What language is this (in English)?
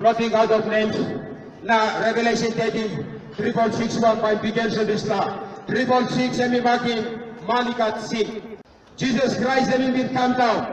Tok Pisin